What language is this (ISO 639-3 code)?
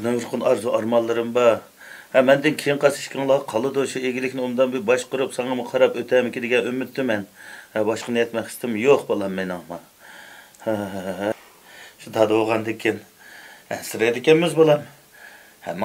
uig